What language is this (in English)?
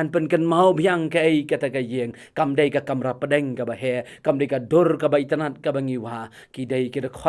Khasi